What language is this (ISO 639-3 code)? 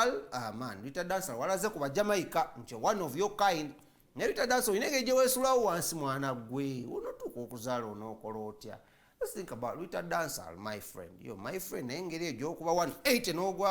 lug